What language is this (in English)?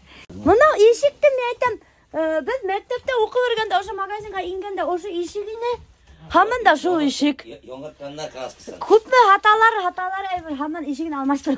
Bashkir